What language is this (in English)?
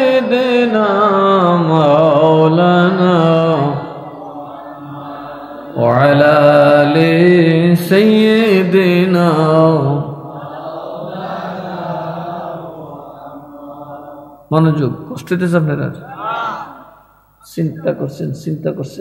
Bangla